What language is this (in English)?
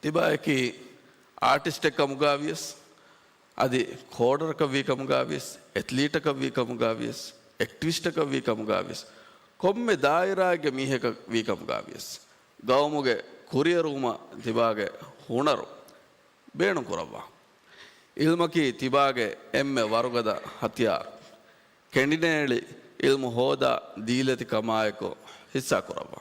Divehi